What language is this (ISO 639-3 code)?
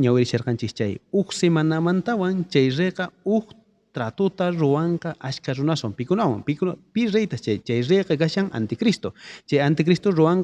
quh